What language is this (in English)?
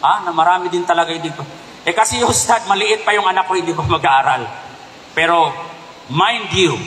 Maranao